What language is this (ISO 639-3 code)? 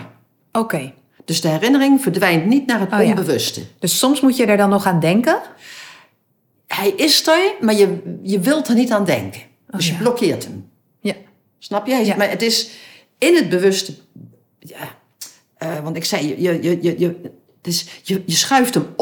nld